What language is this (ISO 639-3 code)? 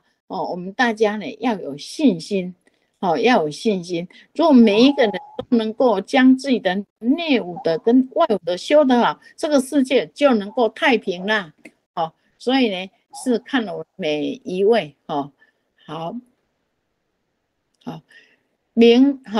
zho